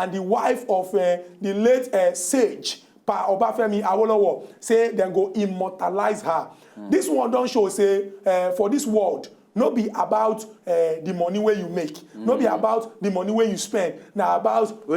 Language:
Nigerian Pidgin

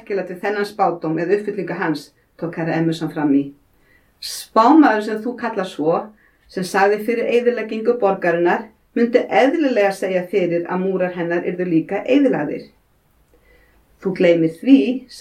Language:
Icelandic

